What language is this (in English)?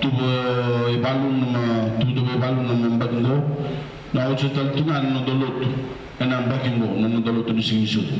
Fijian